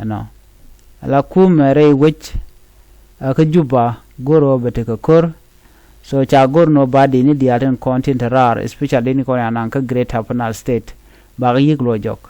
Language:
Nuer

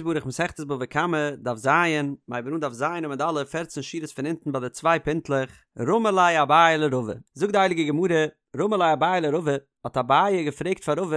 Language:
Yiddish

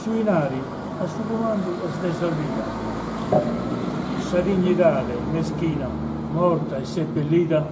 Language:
Sardinian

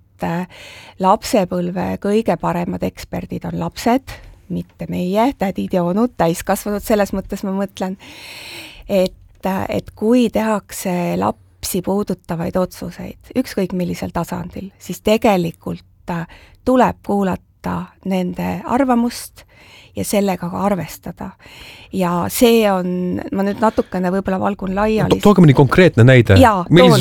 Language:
Estonian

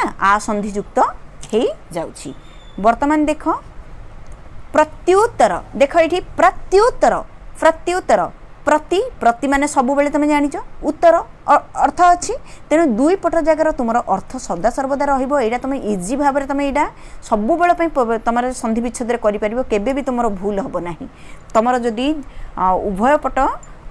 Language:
Odia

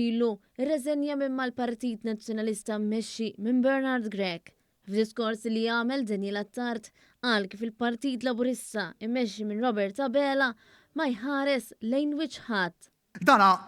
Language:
Maltese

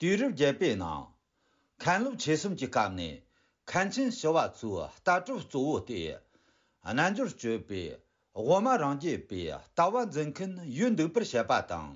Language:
Tibetan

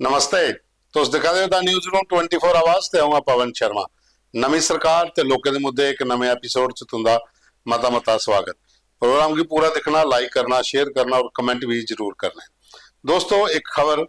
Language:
Dogri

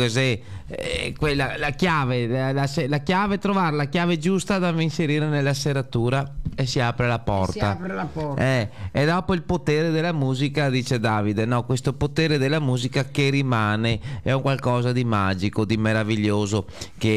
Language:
Italian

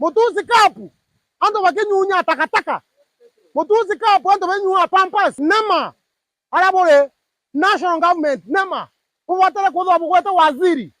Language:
Meru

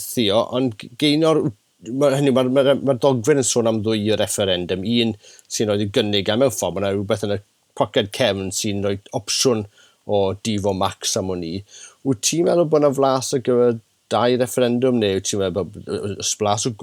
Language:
Welsh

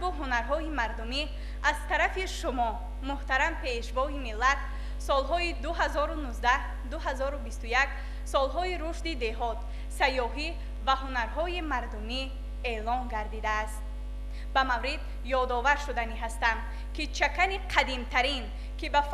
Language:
Tajik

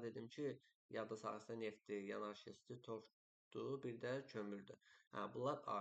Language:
Azerbaijani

